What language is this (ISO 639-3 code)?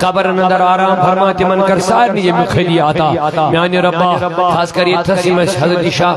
kas